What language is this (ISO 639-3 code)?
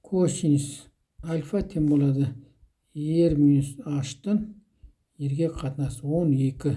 kaz